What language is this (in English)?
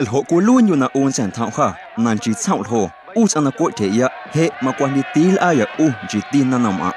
Guerrero Amuzgo